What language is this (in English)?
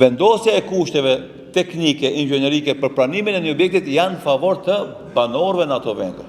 Albanian